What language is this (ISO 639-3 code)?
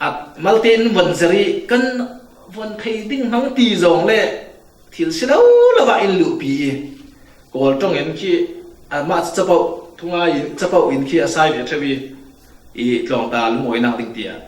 cfm